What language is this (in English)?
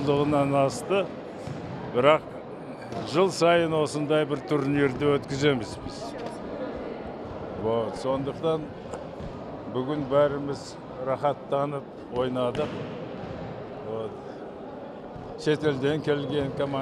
Kazakh